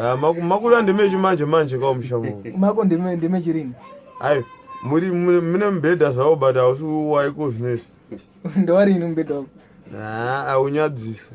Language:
Shona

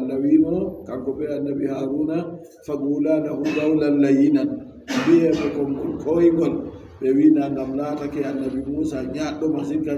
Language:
Adamawa Fulfulde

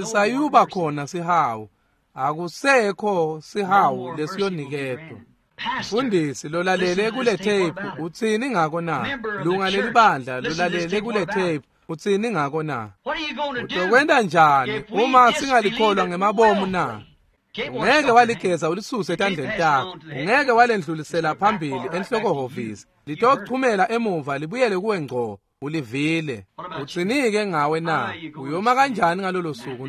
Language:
Swati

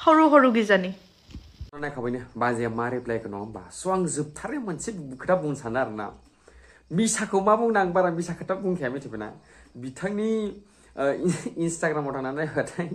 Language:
Bodo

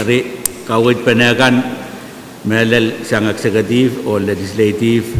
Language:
Pohnpeian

